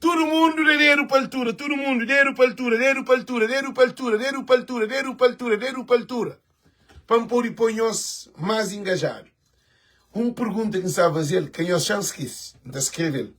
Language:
Kabuverdianu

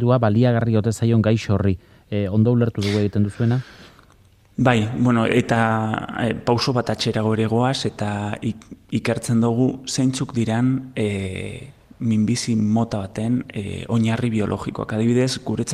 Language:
Basque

